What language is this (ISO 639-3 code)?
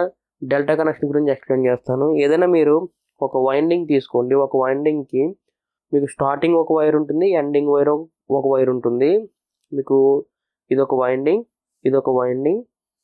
tel